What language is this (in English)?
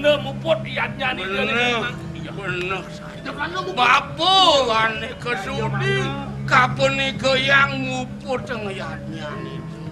Balinese